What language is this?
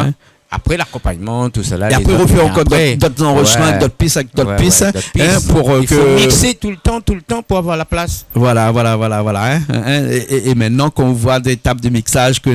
Réunion Creole French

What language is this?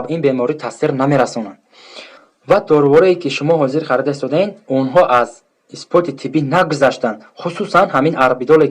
Tajik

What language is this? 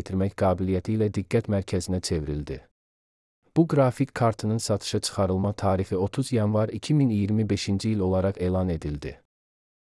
Azerbaijani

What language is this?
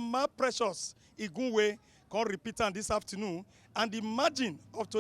Nigerian Pidgin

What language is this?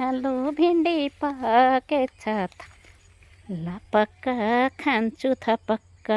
Nepali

